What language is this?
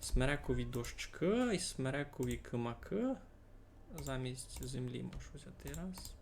Rusyn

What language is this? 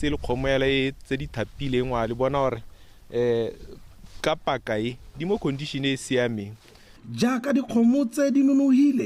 Tswana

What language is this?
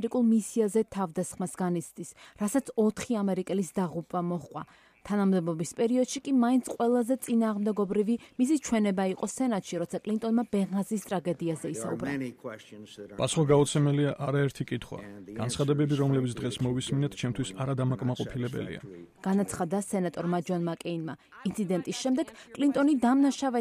Georgian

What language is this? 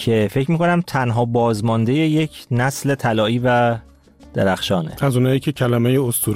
Persian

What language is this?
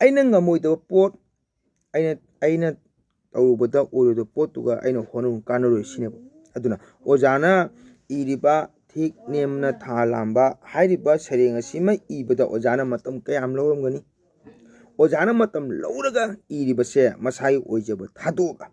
Manipuri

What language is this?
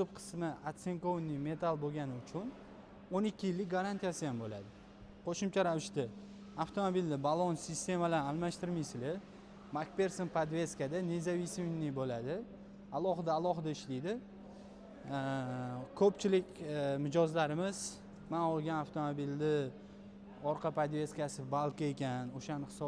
Uzbek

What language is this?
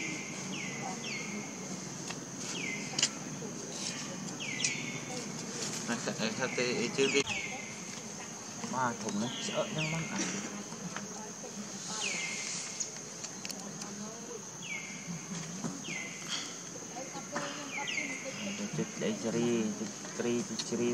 Vietnamese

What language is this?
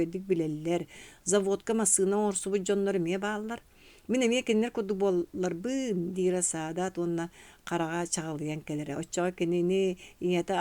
Yakut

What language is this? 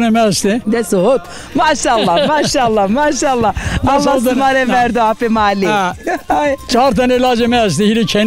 Zaza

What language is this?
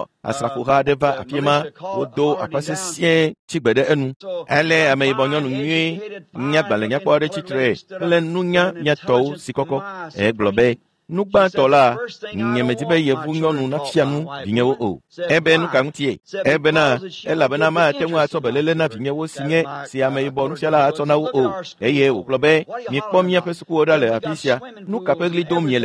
Ewe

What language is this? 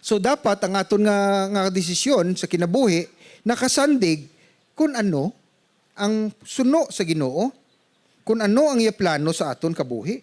Hiligaynon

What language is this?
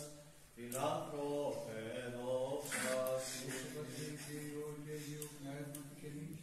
Greek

